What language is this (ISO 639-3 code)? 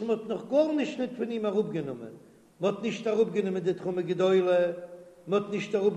yid